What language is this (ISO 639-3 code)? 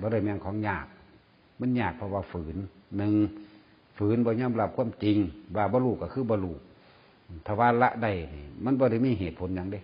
tts